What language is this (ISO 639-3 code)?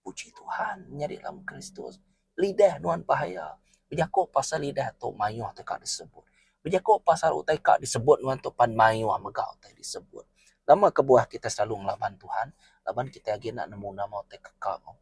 iba